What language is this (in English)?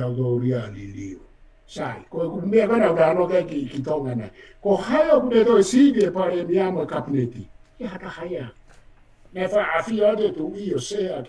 Tongan